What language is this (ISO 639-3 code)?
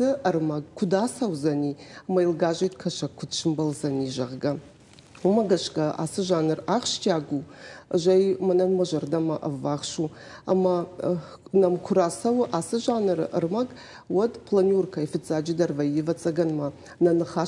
oss